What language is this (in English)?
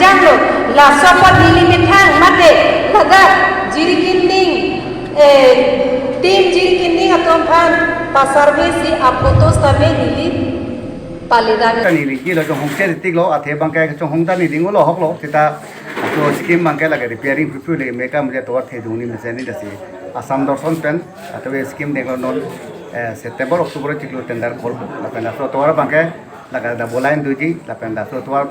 Karbi